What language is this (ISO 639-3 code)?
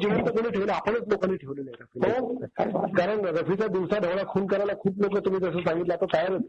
mar